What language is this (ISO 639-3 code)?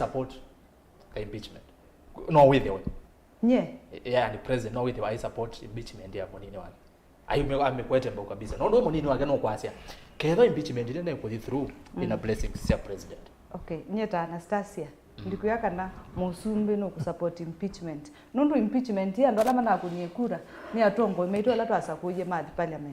kam